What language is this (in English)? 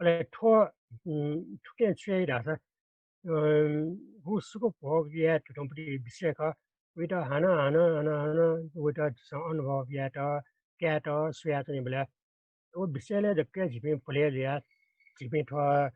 Newari